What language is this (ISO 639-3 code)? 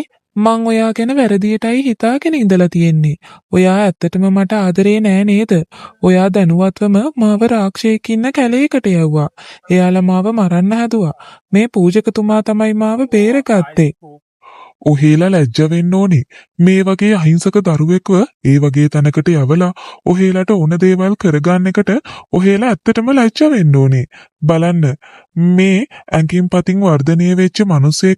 sin